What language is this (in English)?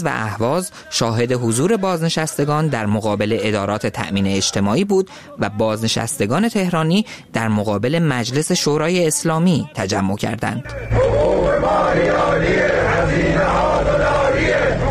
Persian